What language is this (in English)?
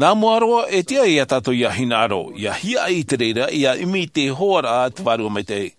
Tahitian